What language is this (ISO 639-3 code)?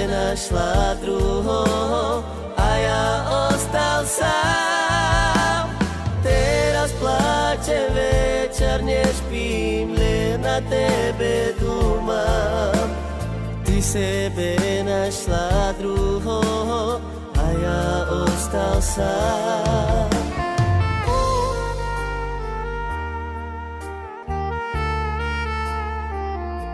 slk